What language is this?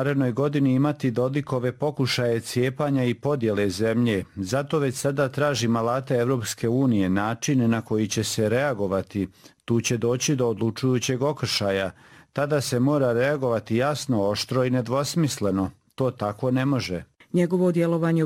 Bosnian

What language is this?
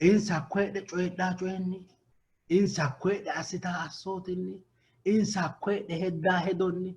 Sidamo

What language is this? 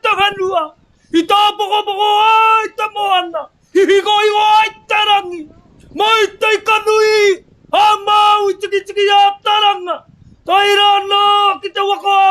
Māori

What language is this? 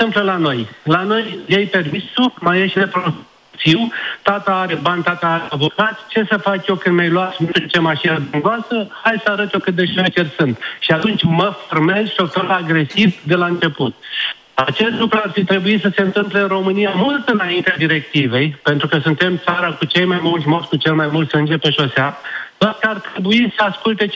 Romanian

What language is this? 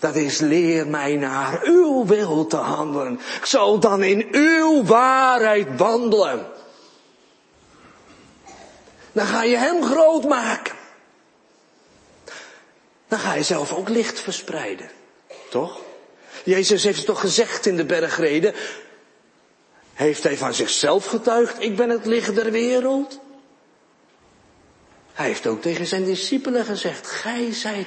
Dutch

